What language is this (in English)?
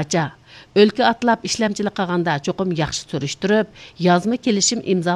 Uyghur